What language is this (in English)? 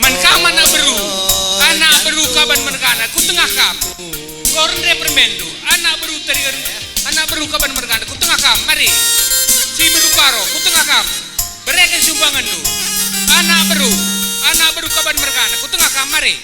Batak Karo